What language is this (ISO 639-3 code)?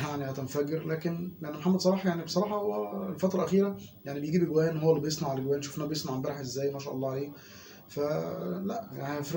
arz